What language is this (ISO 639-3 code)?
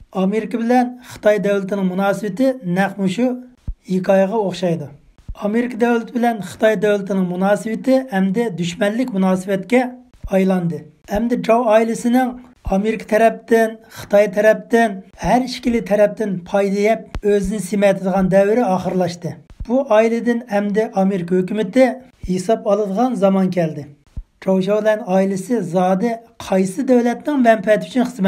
uig